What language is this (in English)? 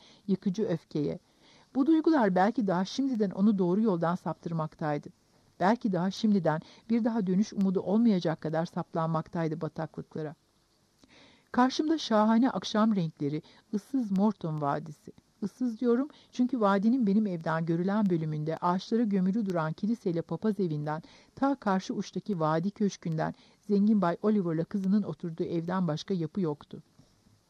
Turkish